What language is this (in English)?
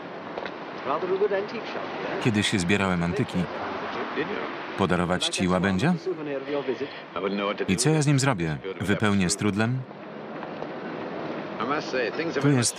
Polish